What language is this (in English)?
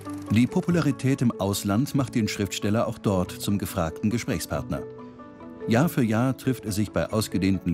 German